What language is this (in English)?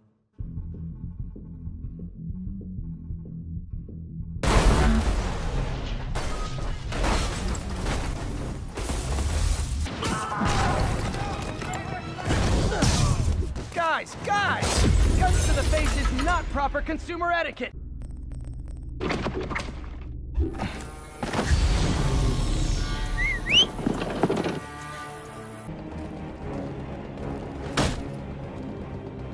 English